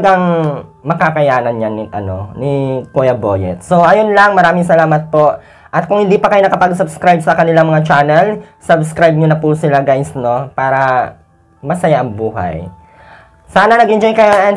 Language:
Filipino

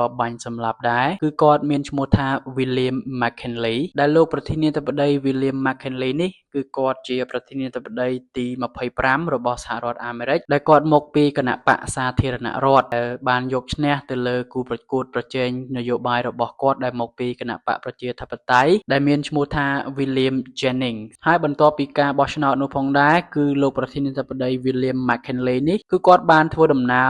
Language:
Khmer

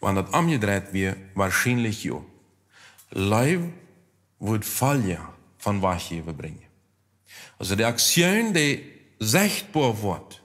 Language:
Plautdietsch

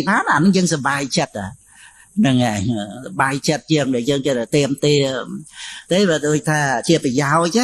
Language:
Khmer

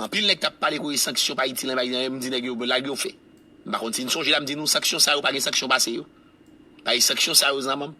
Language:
Haitian Creole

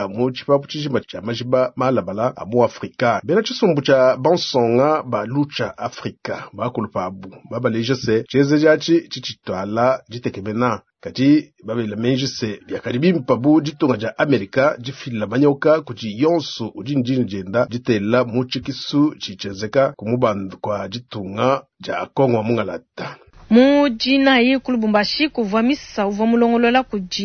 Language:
Luba-Lulua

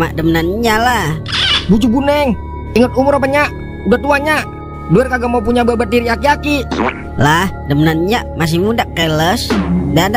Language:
Betawi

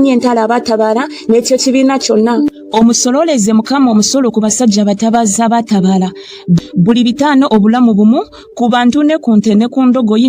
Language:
Ganda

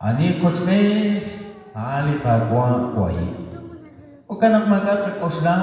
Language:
Kekchí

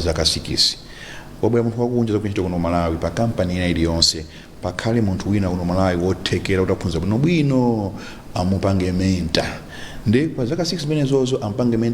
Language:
Nyanja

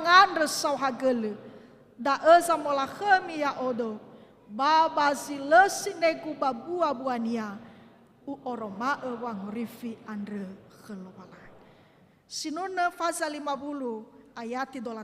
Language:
Nias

